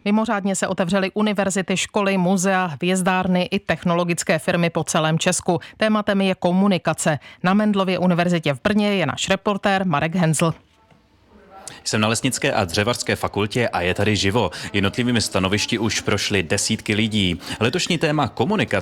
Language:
Czech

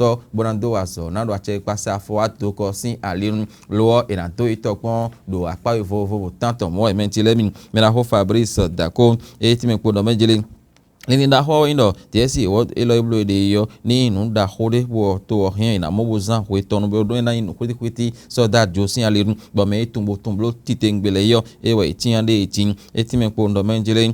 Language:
Fon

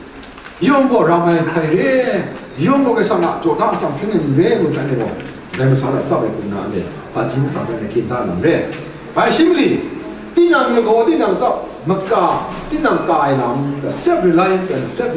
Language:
Kachin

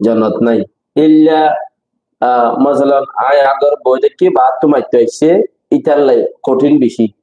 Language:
Rohingya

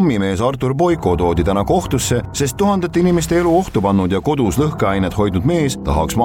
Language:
Estonian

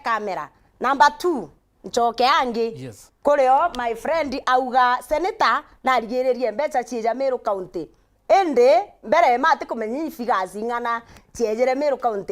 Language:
Meru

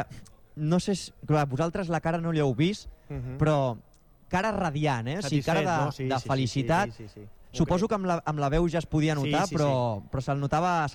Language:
Catalan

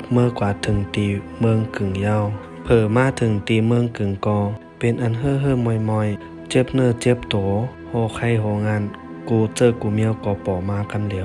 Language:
Shan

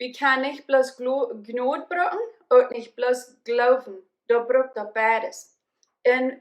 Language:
Plautdietsch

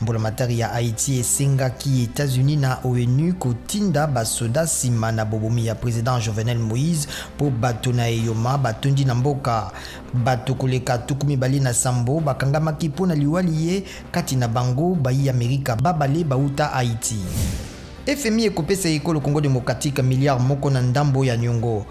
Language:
Lingala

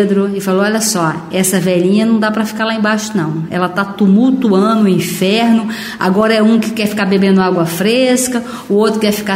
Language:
Portuguese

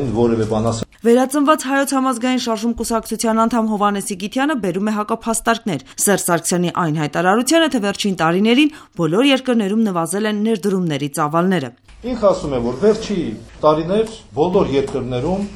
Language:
Armenian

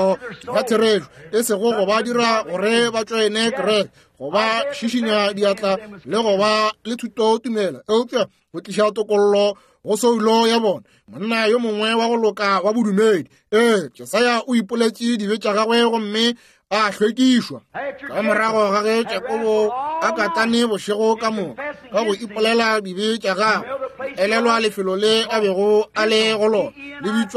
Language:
Northern Sotho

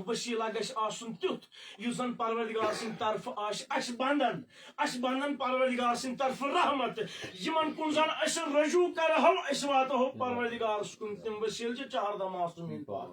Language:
Kashmiri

